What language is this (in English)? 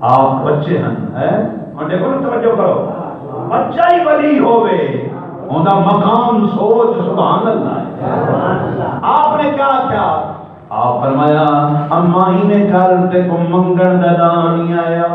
Saraiki